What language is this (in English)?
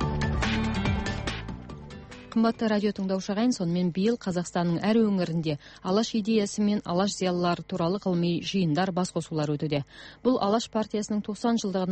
Kazakh